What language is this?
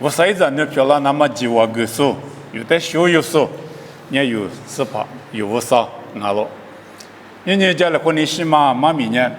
Lisu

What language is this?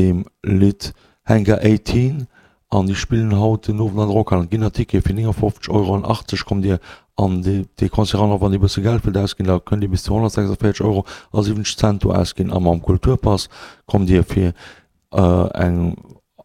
Luxembourgish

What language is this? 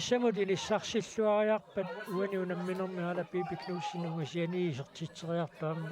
Kalaallisut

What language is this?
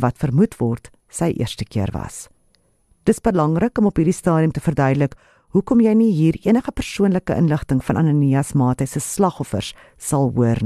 Afrikaans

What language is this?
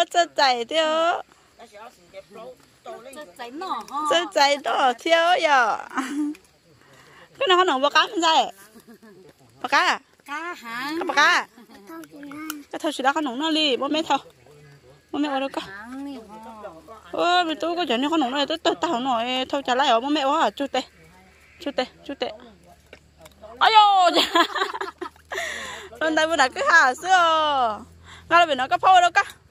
Vietnamese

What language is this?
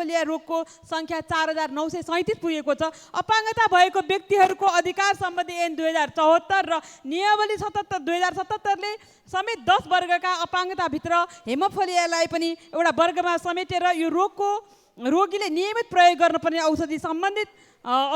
Nepali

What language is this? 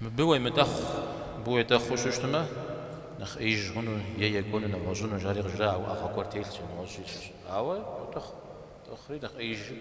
Kabardian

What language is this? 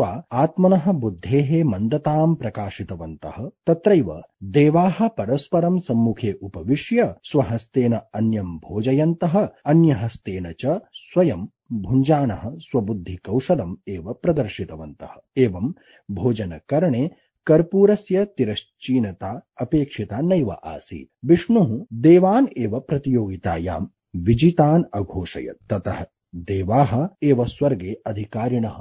Sanskrit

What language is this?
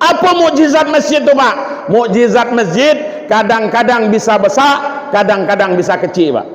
Minangkabau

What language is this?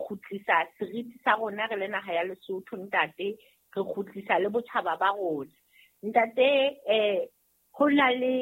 Southern Sotho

